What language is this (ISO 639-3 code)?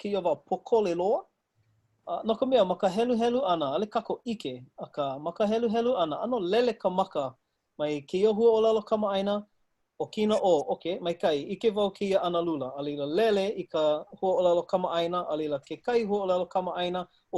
haw